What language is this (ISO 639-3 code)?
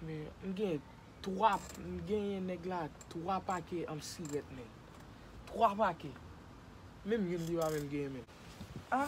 hat